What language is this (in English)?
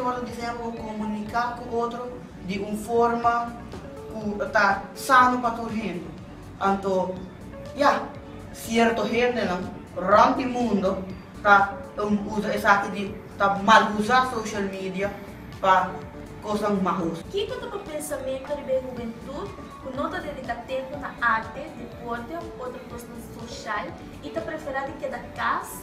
Papiamento